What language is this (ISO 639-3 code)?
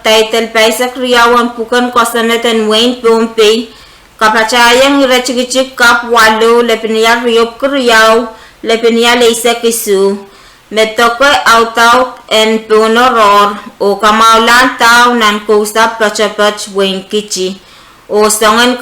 pon